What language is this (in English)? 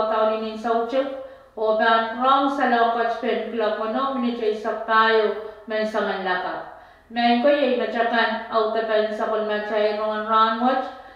Pohnpeian